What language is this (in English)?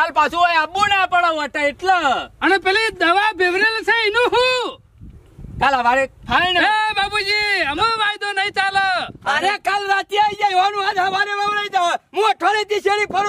Gujarati